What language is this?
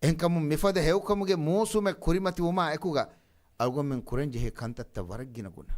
Divehi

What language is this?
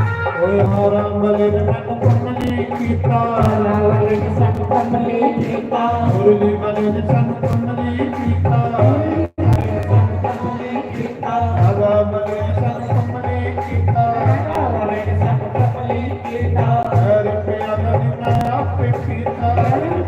Dogri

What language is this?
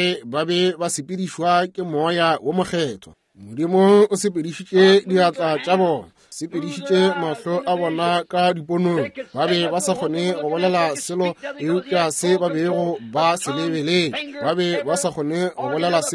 Northern Sotho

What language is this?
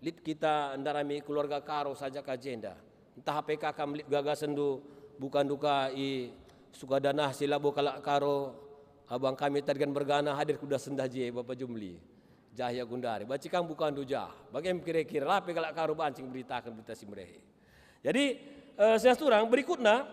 Batak Karo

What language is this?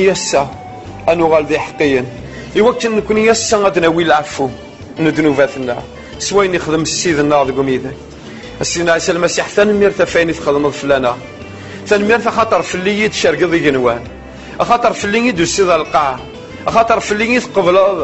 Kabyle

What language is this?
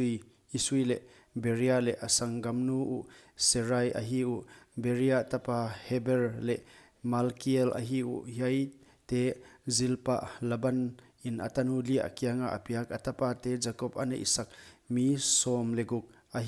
Paite Chin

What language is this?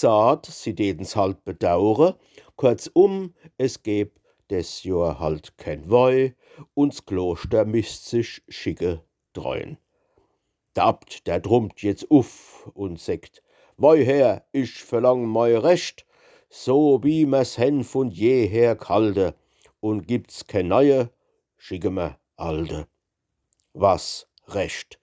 Palatine German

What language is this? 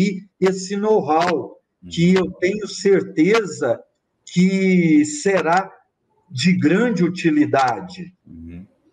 Portuguese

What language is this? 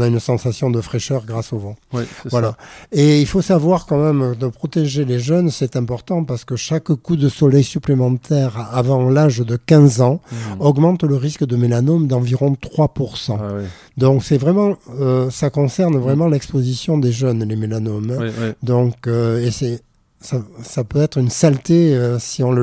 French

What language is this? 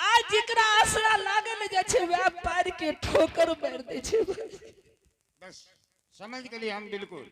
Angika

